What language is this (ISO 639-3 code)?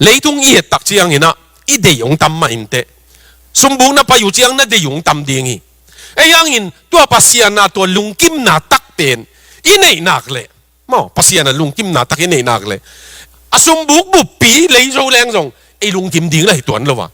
ctd